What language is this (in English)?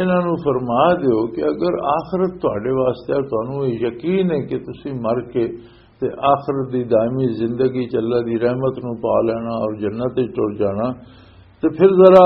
Western Panjabi